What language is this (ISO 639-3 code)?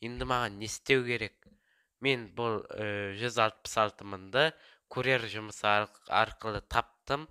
kaz